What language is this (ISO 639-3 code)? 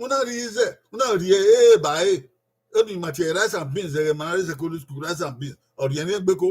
bin